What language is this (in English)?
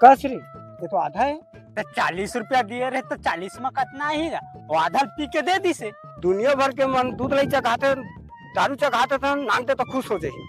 Chhattisgarhi